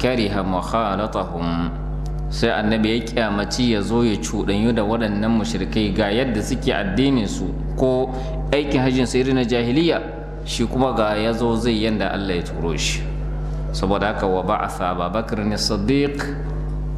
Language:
Hausa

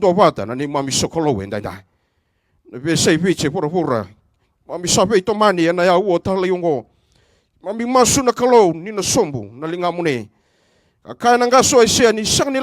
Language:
Fijian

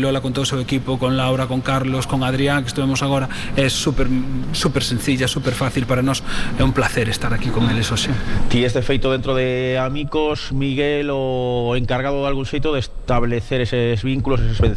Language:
Galician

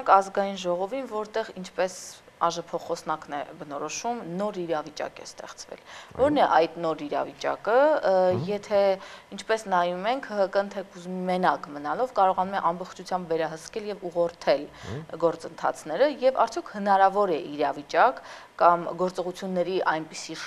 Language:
Armenian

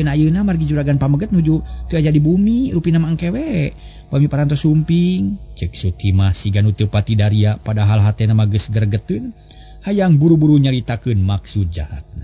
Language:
Sundanese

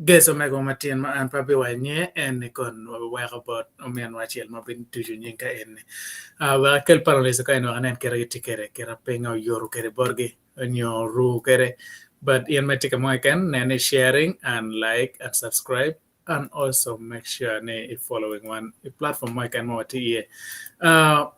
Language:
Acoli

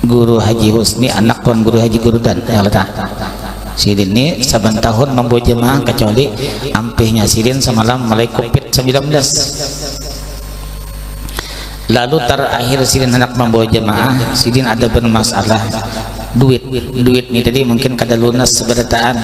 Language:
Banjar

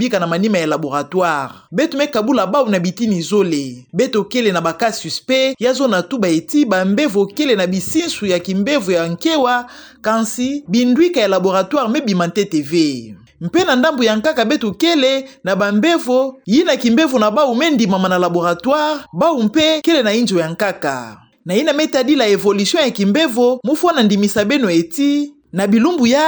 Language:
Kituba (Democratic Republic of Congo)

